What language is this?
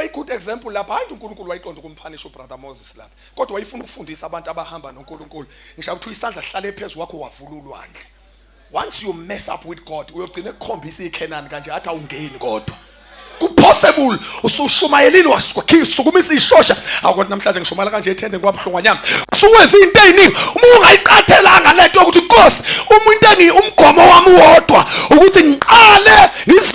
Zulu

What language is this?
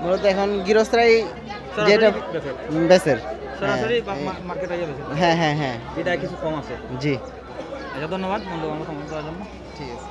Sylheti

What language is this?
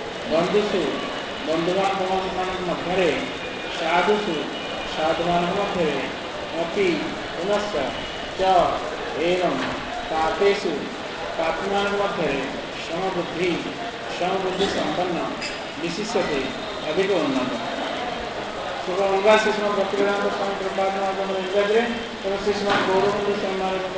Odia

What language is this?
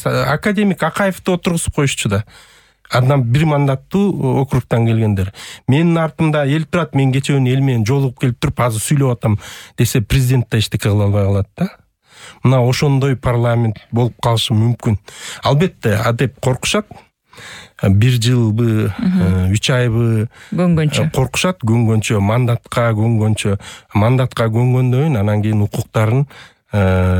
Kyrgyz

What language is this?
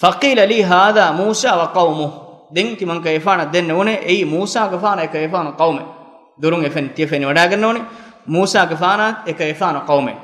Divehi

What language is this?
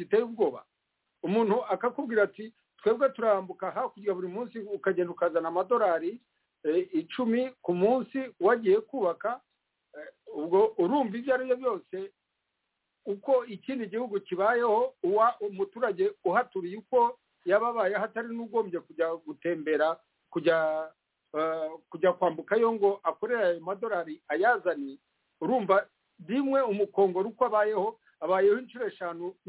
Kinyarwanda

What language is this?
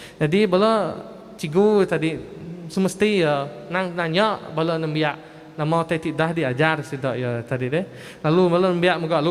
Iban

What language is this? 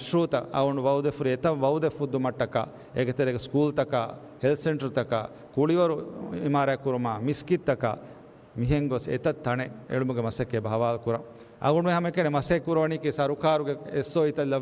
Divehi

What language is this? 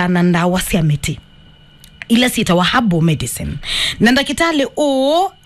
Kamba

